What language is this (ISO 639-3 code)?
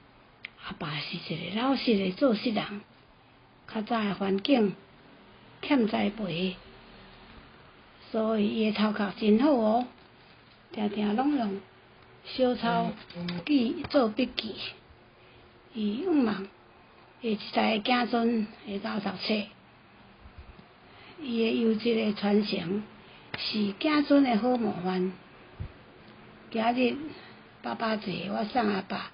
nan